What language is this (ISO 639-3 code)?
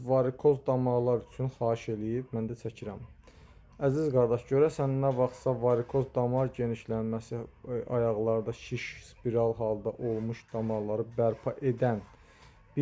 aze